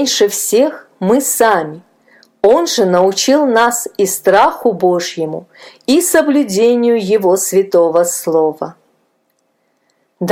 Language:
Russian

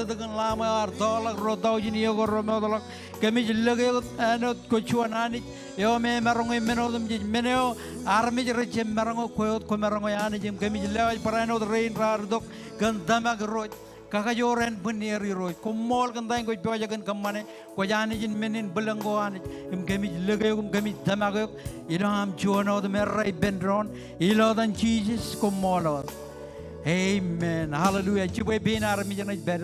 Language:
Marshallese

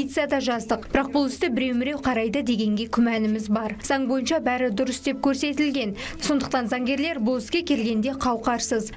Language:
Kazakh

